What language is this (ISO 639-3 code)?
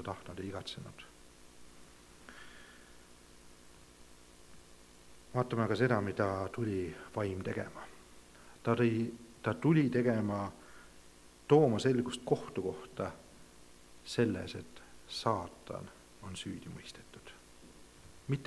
est